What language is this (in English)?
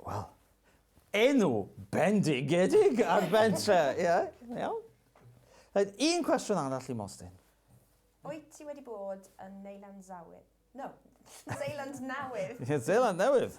Welsh